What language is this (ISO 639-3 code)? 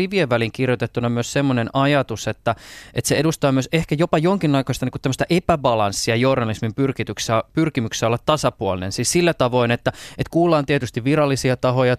fin